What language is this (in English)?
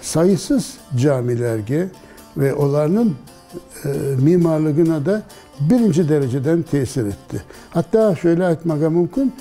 Crimean Tatar